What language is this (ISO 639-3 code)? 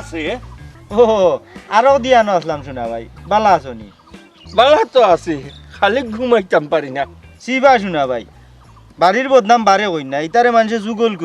syl